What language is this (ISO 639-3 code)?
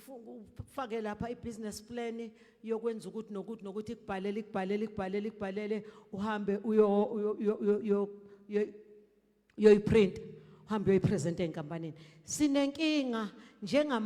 zul